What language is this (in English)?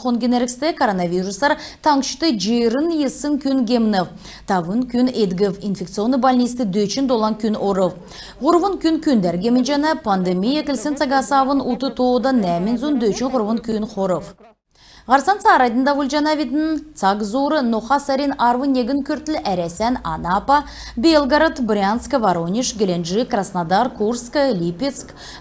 Kalmyk